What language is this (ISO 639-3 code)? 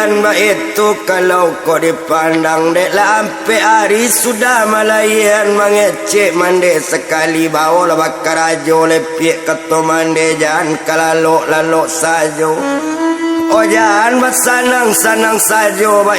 min